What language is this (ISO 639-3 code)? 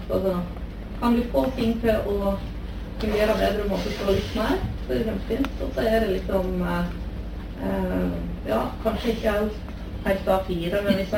nor